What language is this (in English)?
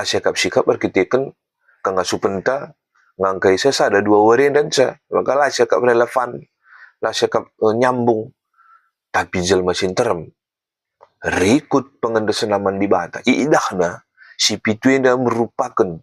Batak Karo